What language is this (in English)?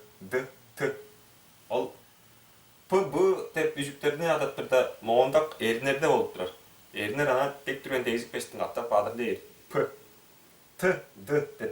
Tuvinian